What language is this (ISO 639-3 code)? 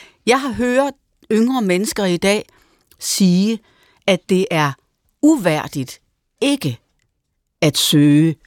dan